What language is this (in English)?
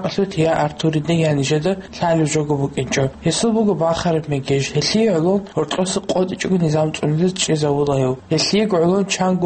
Avaric